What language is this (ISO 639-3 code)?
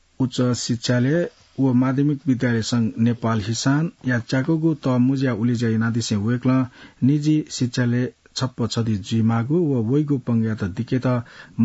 new